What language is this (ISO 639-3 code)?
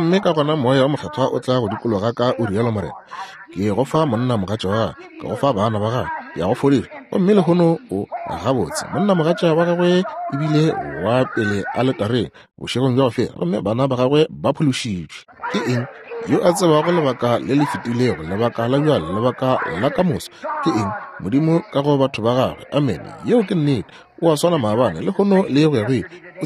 nso